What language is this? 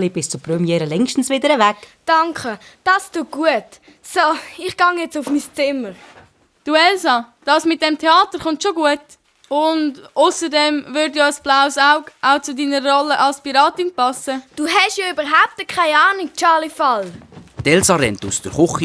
Swiss German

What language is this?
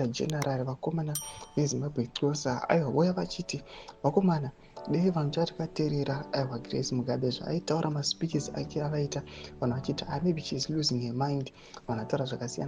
Shona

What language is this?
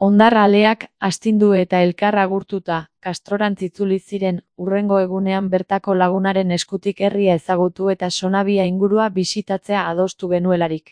Basque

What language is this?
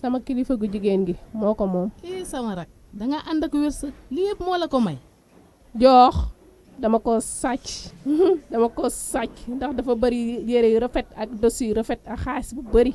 Wolof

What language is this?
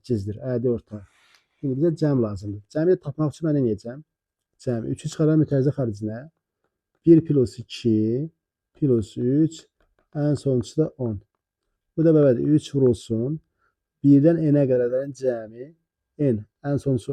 Azerbaijani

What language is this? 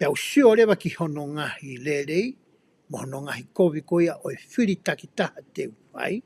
Tongan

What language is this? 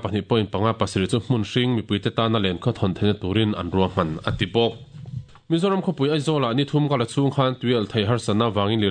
Mizo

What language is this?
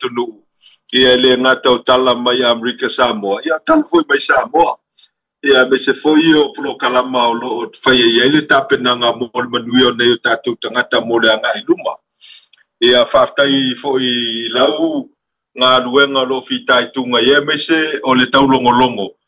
Samoan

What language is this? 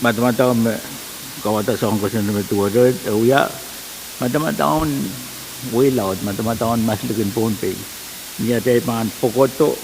Pohnpeian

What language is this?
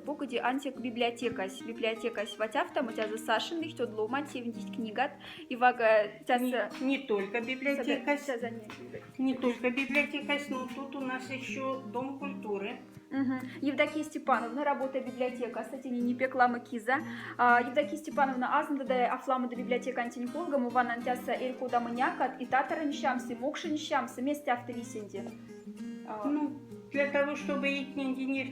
Moksha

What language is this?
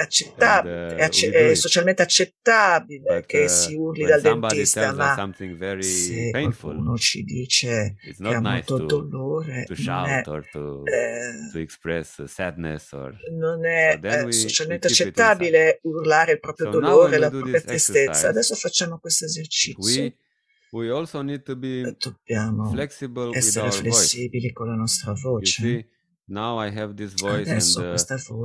Italian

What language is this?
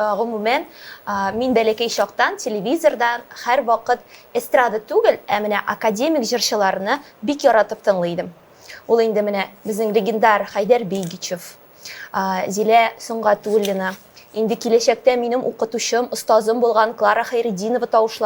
Tatar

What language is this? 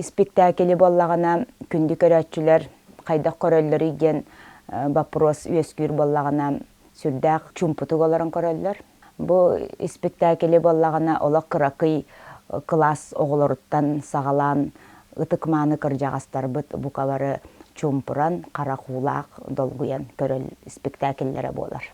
Yakut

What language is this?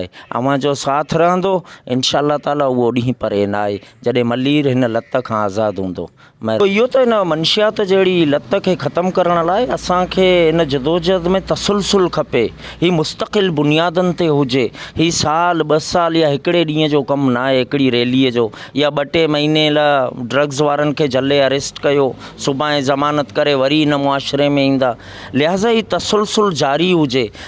Sindhi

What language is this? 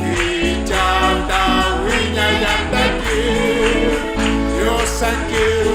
Aymara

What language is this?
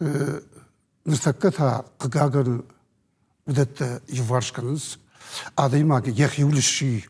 Ossetic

